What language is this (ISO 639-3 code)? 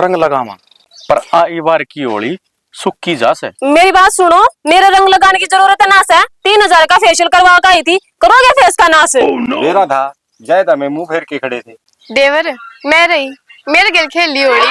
bgc